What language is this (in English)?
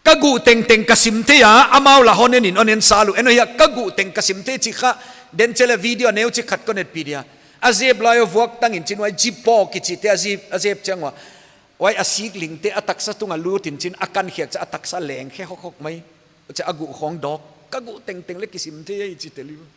Paite Chin